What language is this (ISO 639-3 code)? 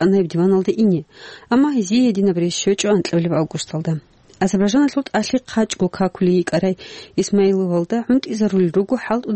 ava